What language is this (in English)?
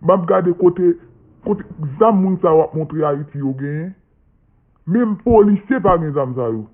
Haitian Creole